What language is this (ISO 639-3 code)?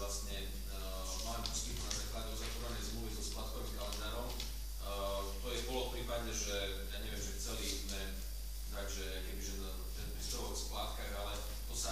slk